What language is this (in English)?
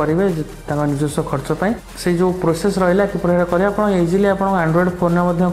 Odia